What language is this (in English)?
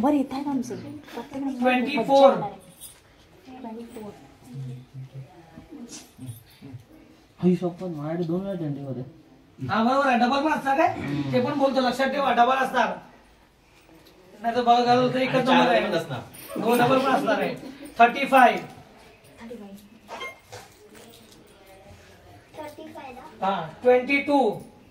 Marathi